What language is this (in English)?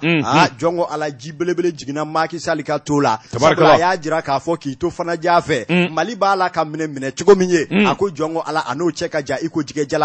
Bambara